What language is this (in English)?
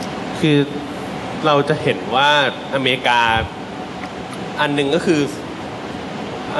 Thai